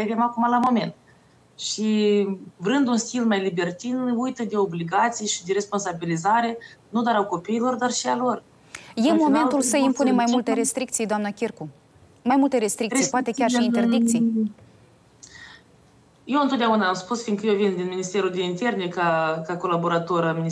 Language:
Romanian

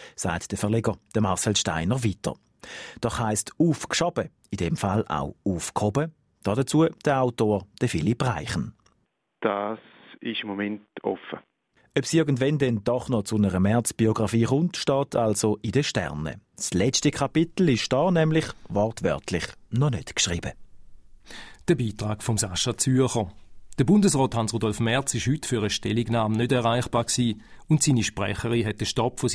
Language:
German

